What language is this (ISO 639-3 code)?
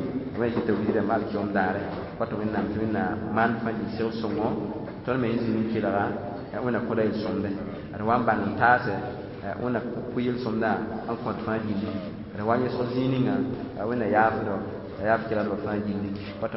mos